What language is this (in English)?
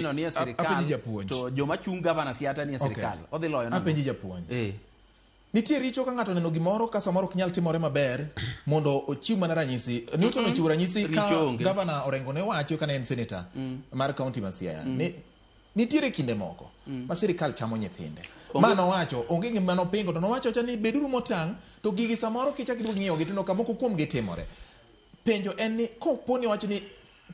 Luo (Kenya and Tanzania)